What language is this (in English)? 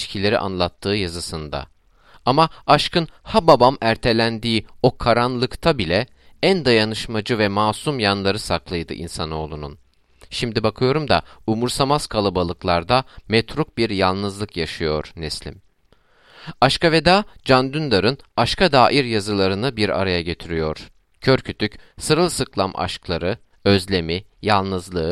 Turkish